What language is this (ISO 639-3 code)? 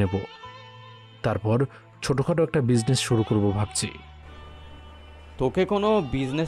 ben